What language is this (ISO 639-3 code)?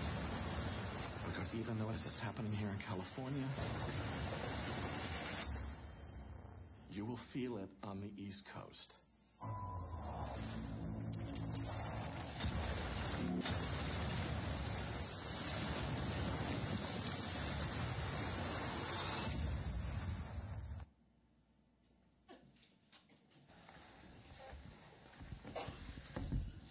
zho